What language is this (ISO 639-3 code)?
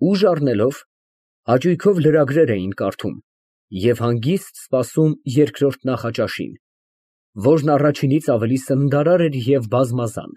hye